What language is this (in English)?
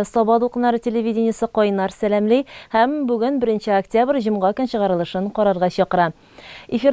Tatar